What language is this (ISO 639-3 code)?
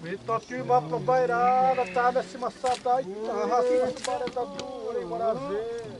xav